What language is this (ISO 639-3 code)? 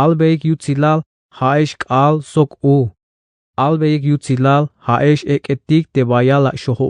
tzh